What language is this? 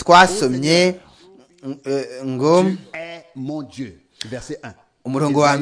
Kinyarwanda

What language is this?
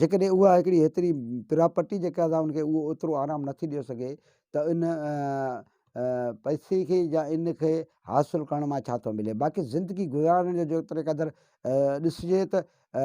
Sindhi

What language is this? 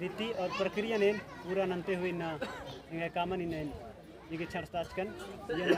Kurukh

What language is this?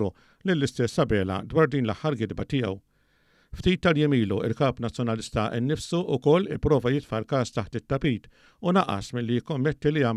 Maltese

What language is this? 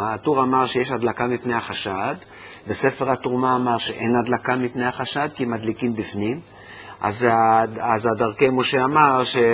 Hebrew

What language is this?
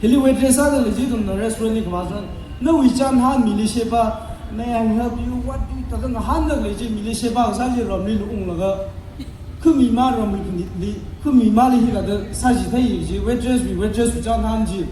Tangkhul Naga (India)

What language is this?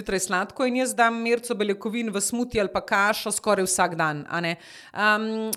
Slovenian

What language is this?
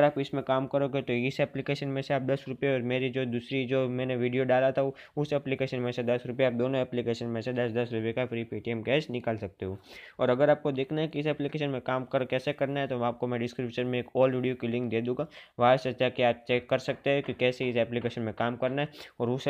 Hindi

